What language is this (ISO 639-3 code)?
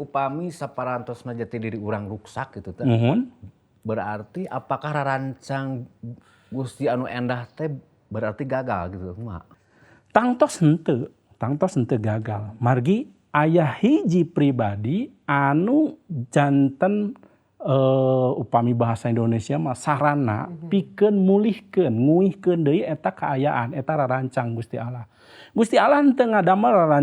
sun